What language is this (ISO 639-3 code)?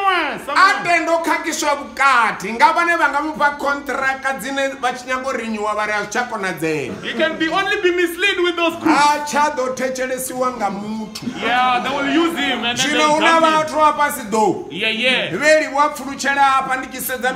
ven